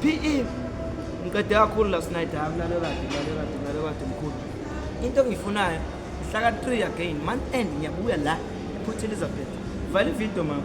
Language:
Zulu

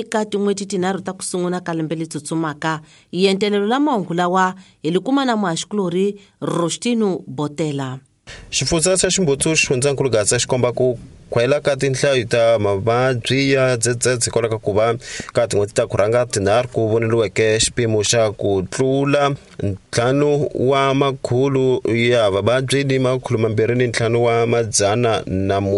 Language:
Tsonga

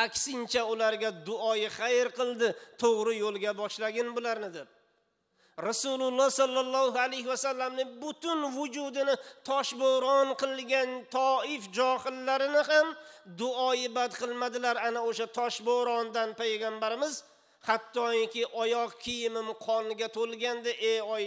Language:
Uzbek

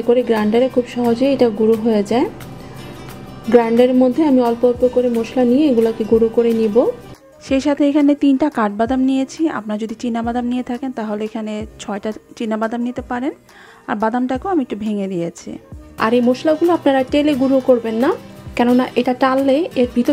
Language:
Bangla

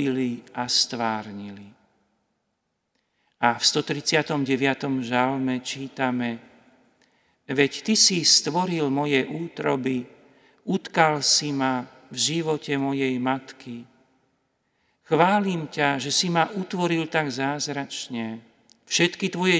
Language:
Slovak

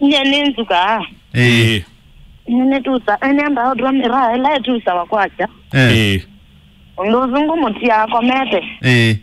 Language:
Kamba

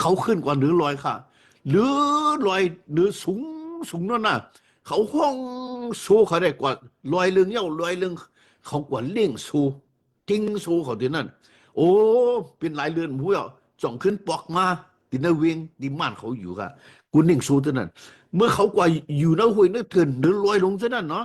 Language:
Shan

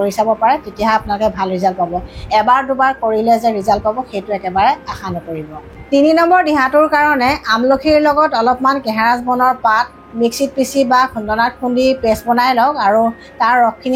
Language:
Assamese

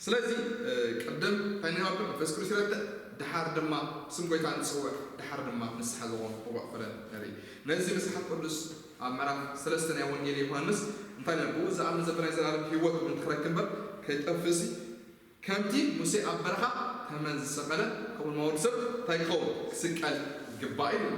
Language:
Tigrinya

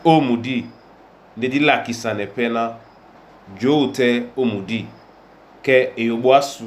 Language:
Duala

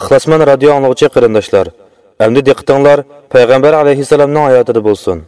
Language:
Uyghur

